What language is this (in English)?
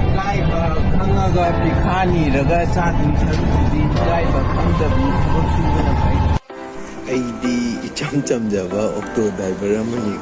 Manipuri